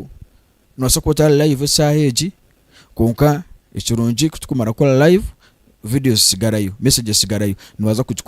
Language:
Nyankole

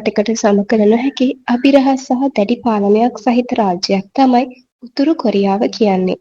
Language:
Sinhala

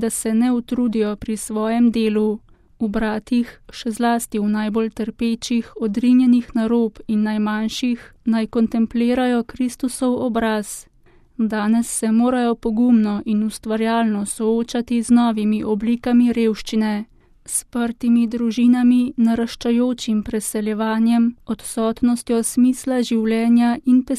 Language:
Slovenian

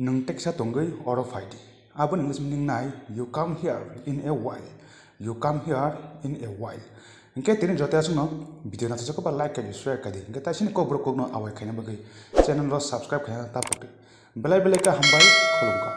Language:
Kok Borok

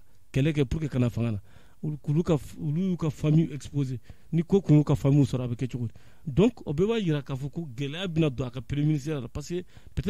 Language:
Bambara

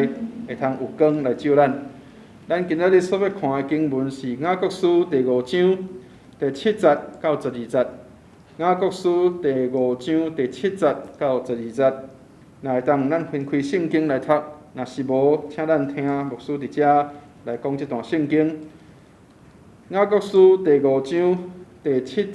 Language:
Min Nan Chinese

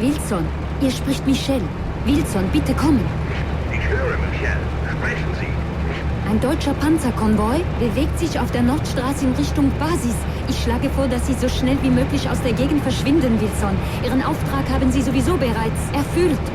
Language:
Bavarian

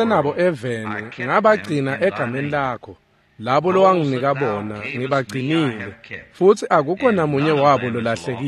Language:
Swati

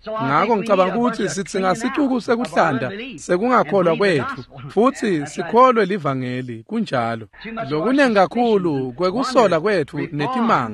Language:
Swati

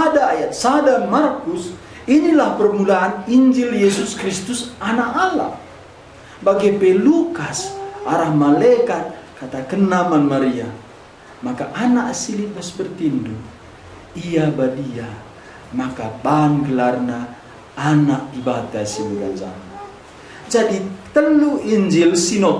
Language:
Batak Karo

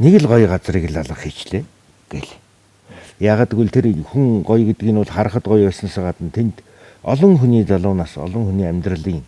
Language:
Mongolian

